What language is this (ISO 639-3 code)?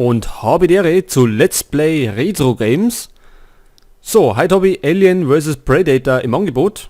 bar